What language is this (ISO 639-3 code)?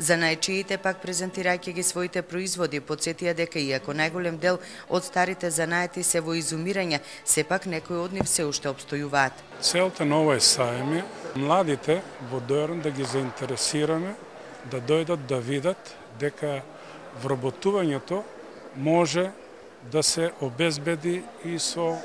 mkd